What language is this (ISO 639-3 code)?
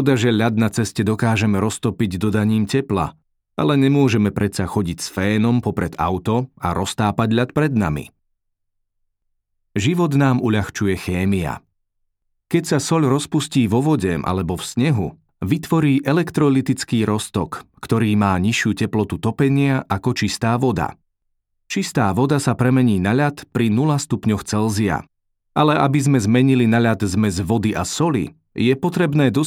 slk